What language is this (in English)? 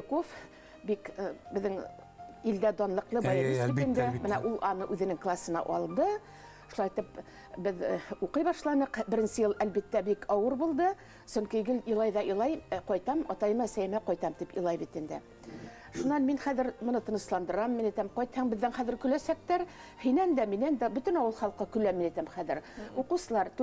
Bashkir